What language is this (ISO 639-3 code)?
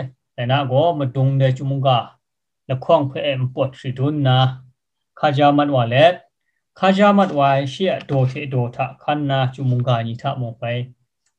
kac